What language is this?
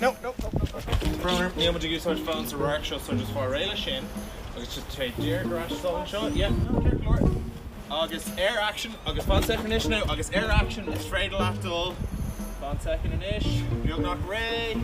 Irish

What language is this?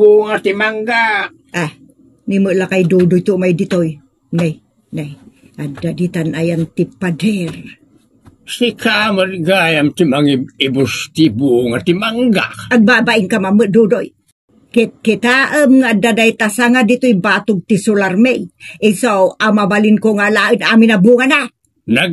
Iloko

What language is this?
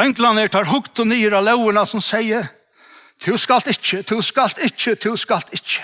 Faroese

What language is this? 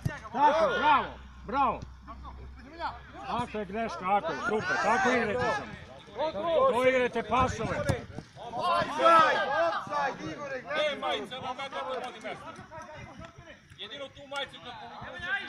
Serbian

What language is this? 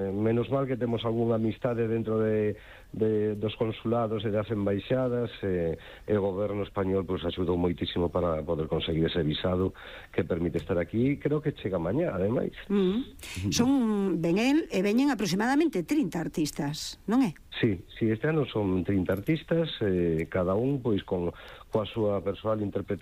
Galician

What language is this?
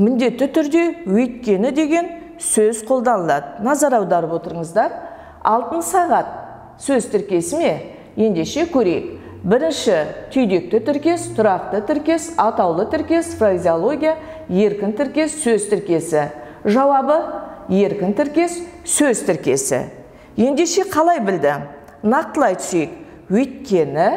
Kazakh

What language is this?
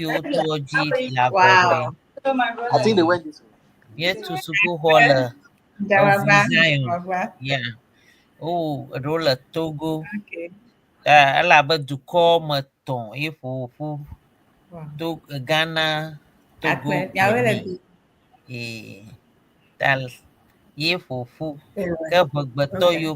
Ewe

